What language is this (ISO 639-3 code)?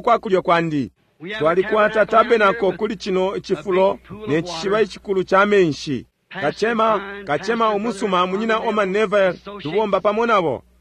bem